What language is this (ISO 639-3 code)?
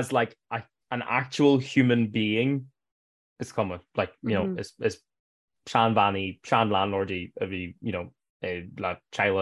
gle